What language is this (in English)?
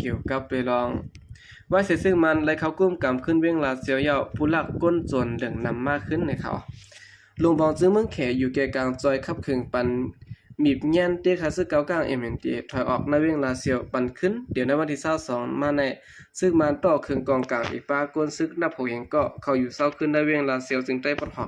Shan